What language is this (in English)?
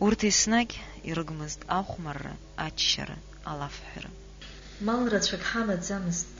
Abkhazian